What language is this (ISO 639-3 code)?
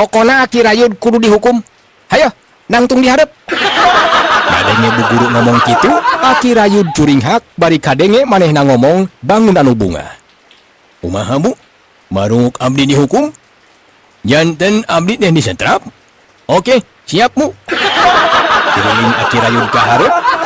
sun